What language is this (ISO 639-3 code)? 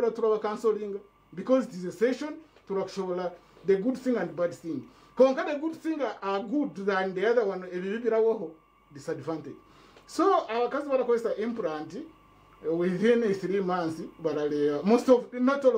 nyn